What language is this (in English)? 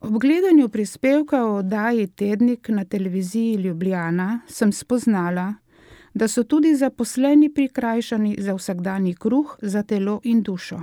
Slovenian